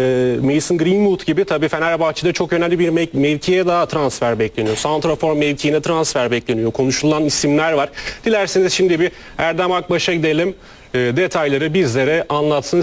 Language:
Turkish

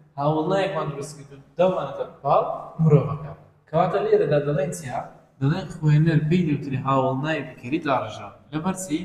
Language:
Central Kurdish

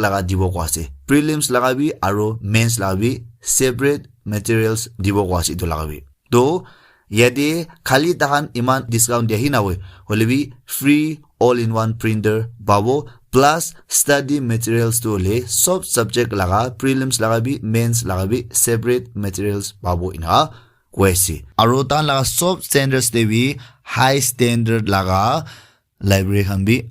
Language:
Naga Pidgin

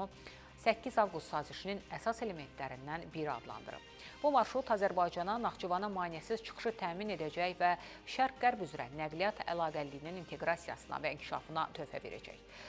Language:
Azerbaijani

